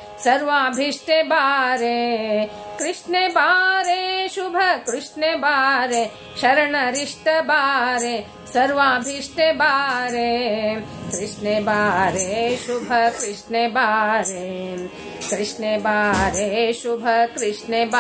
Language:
Kannada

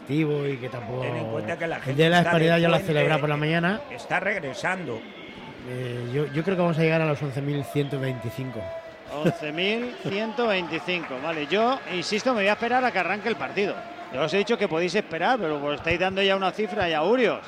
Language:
Spanish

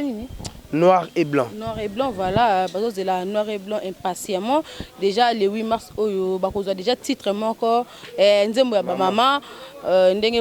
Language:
Lingala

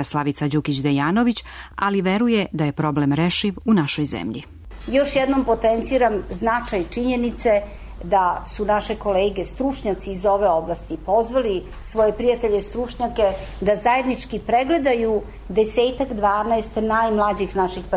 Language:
Serbian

